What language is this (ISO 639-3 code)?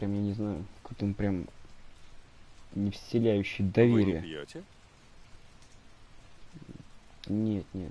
rus